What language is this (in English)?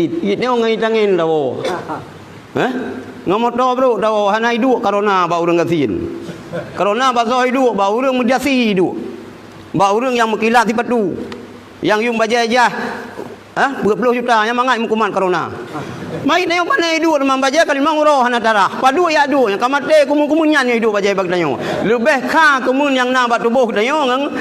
Achinese